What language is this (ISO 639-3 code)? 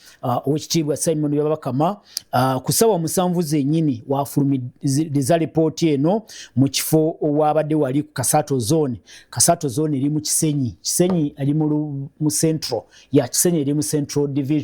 lug